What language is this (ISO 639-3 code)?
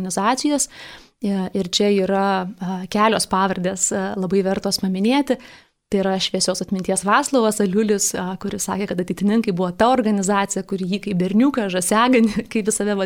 lit